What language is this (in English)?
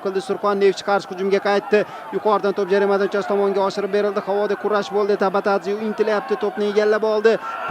Uzbek